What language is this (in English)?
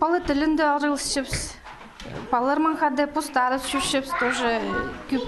Khakas